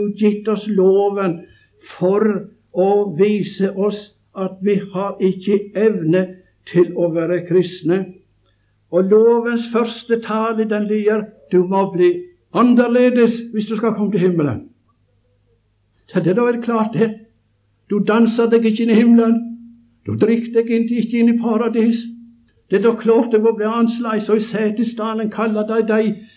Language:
Norwegian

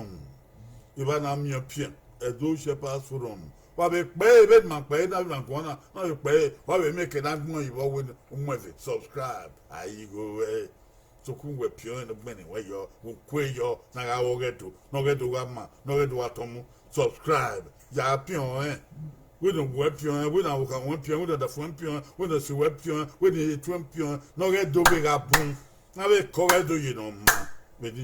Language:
Bini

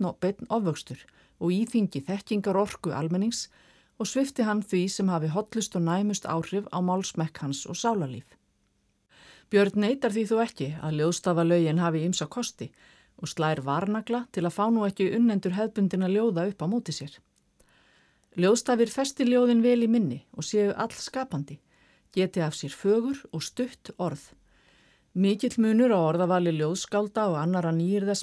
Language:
Icelandic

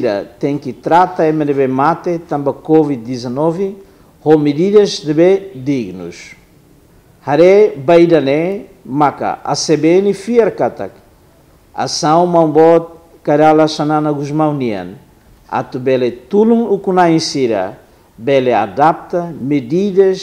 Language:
Tetum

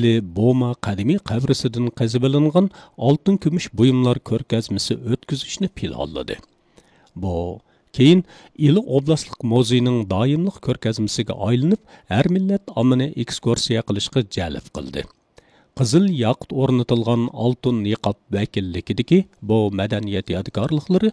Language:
Uyghur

